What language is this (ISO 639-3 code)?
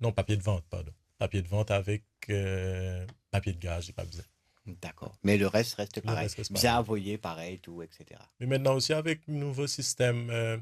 mfe